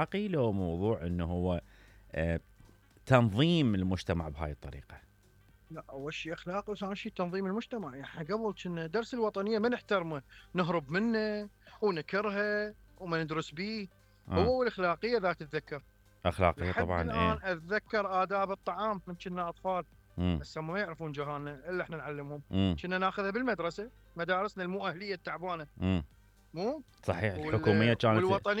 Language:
Mesopotamian Arabic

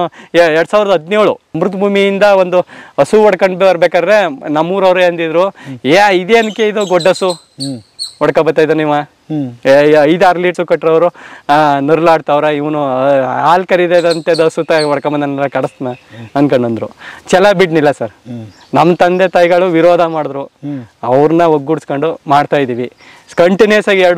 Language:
Kannada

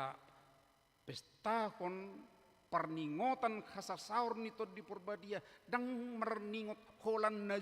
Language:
Batak Toba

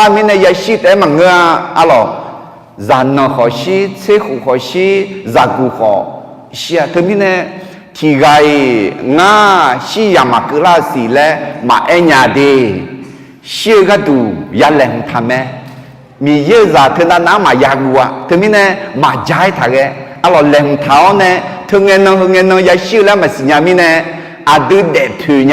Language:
Akha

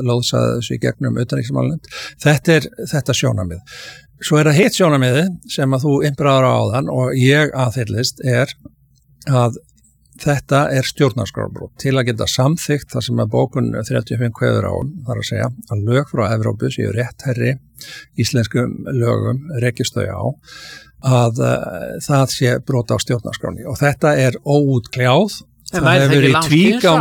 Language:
Icelandic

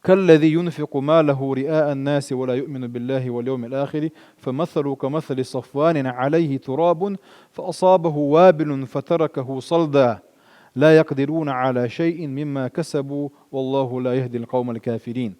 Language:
Chechen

